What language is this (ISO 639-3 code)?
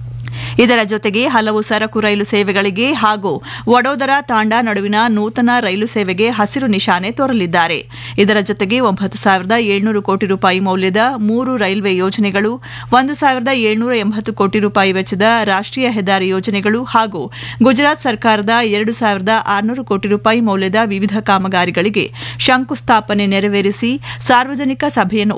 kan